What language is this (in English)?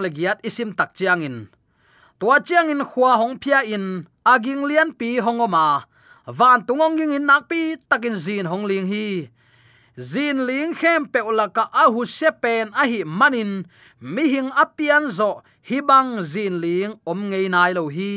Tedim Chin